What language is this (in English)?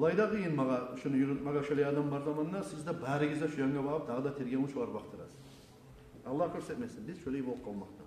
Kumyk